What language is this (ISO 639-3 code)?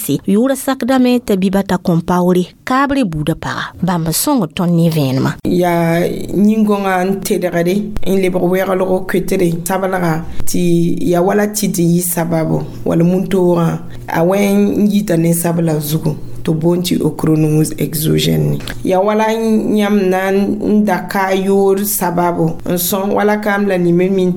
mos